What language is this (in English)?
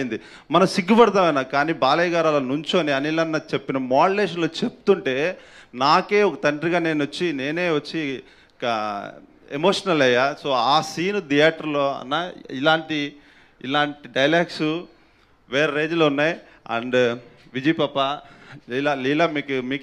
Telugu